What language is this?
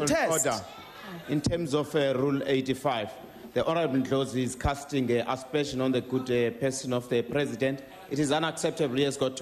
English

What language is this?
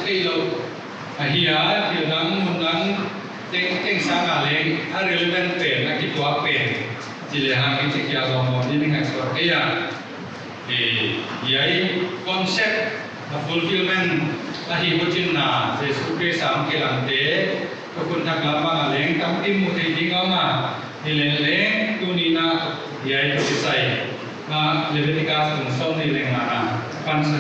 Paite Chin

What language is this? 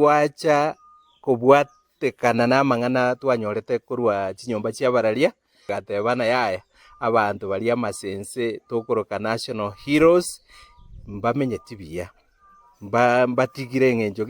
Gusii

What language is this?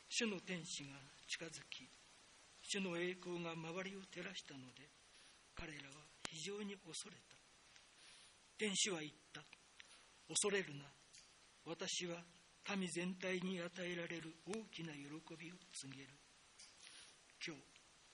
Japanese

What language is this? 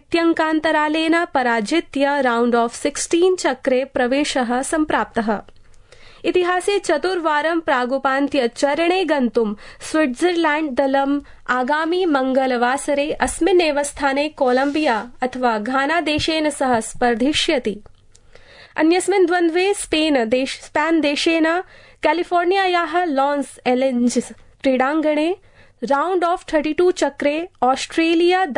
Sanskrit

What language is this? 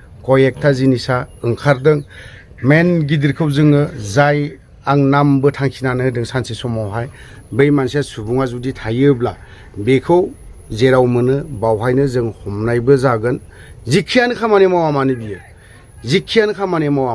Bodo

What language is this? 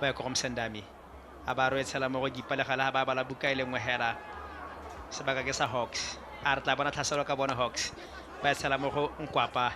Tswana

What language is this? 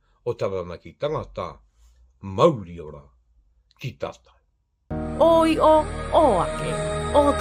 Māori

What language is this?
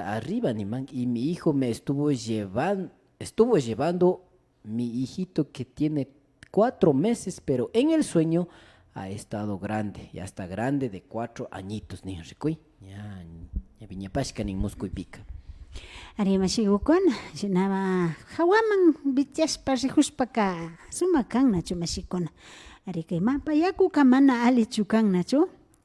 Imbabura Highland Quichua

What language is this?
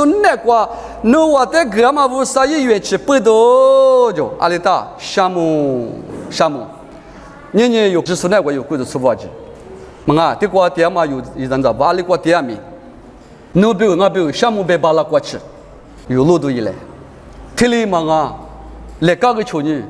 Lisu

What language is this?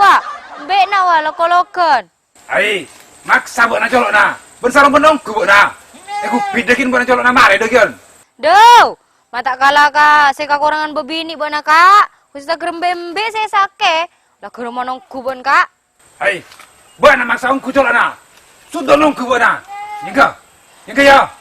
Madurese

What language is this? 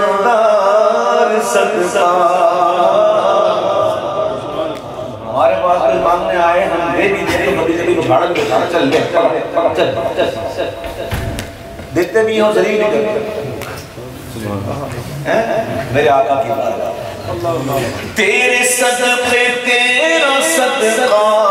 Urdu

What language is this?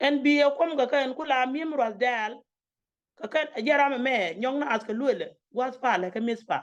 Nuer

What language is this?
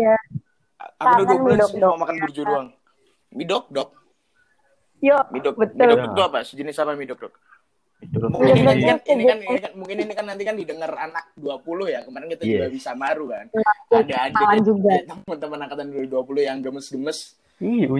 Indonesian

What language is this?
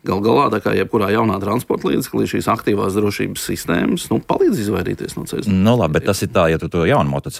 Latvian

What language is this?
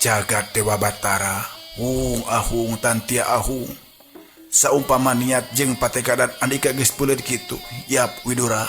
Sundanese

